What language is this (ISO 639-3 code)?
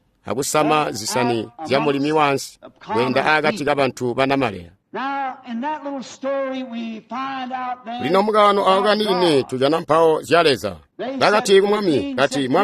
toi